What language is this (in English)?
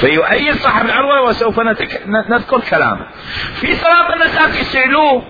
Mesopotamian Arabic